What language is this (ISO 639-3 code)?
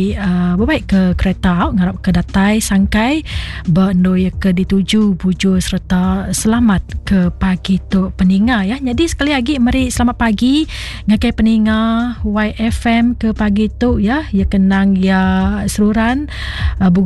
iba